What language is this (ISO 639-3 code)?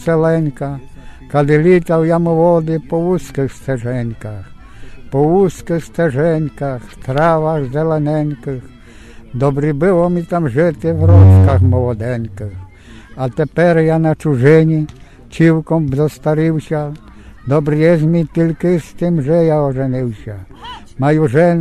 rue